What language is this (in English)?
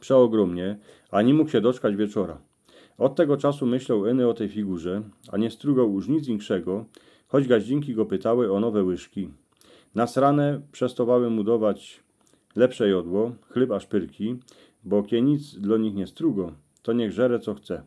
Silesian